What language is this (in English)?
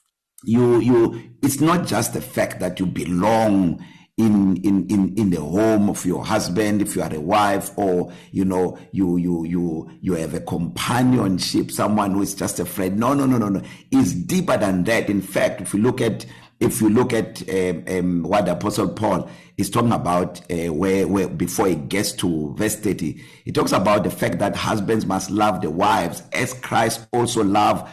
English